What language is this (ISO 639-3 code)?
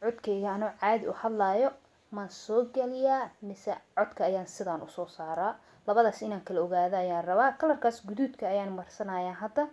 som